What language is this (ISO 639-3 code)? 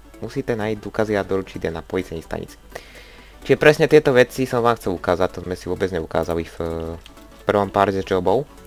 slk